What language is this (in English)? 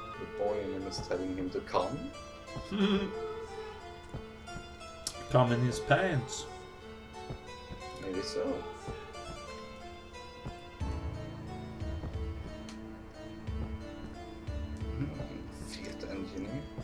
Swedish